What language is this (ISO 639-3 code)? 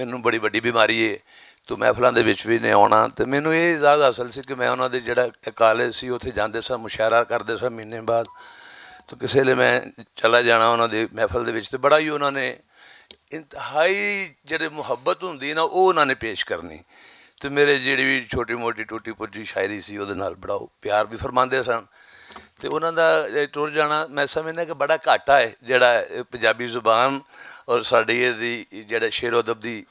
lah